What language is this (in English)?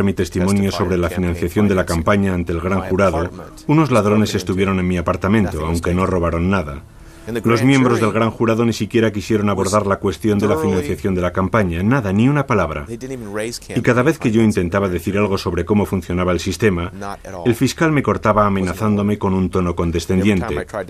Spanish